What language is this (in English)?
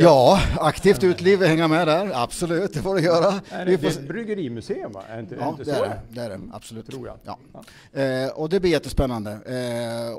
Swedish